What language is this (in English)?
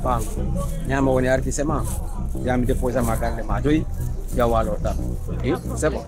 Pular